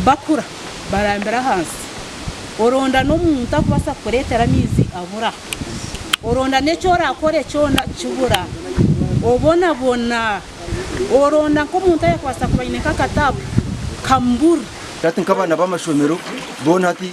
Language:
Nyankole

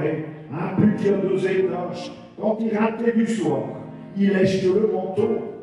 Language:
Picard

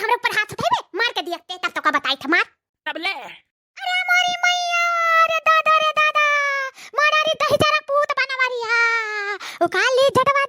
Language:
Awadhi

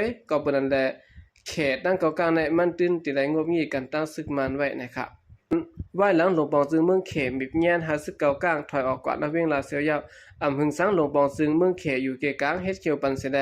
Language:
Shan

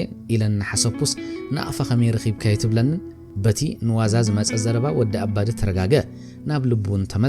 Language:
Tigrinya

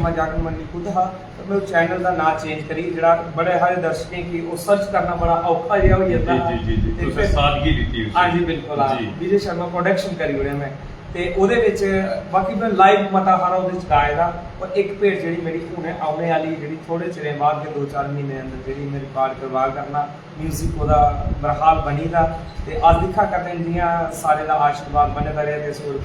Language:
Dogri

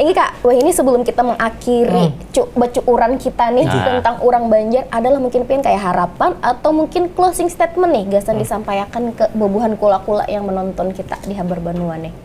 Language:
Banjar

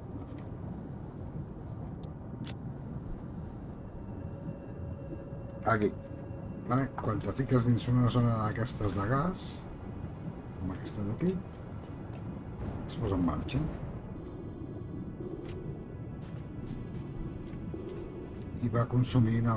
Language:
Catalan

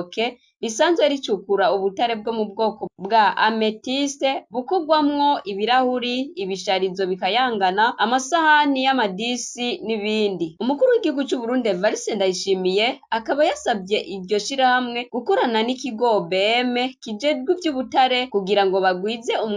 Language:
Rundi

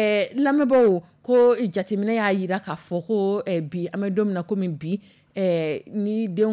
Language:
Dyula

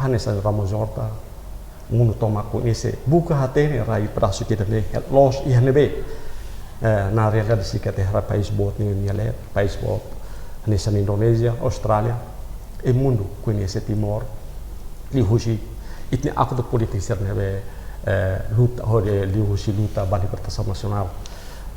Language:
Tetum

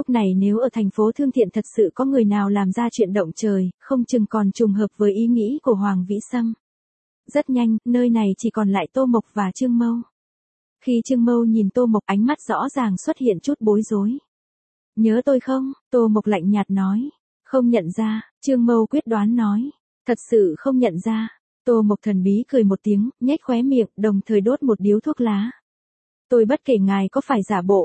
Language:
Vietnamese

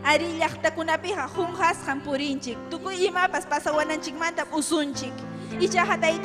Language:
Ayacucho Quechua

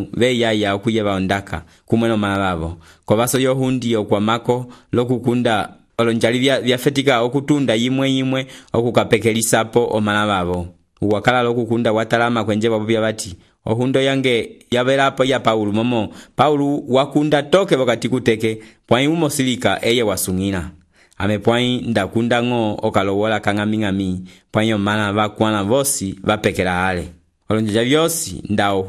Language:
Umbundu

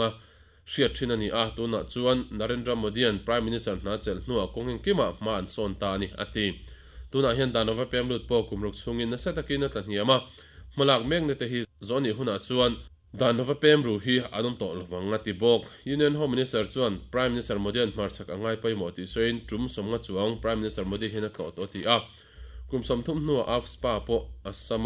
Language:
Mizo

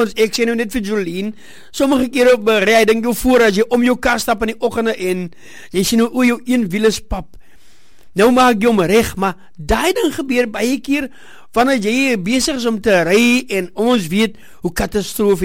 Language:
Afrikaans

